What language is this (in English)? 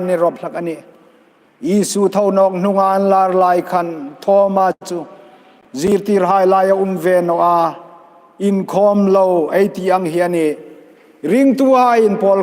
Hmar